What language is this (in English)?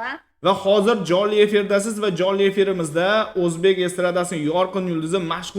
Uzbek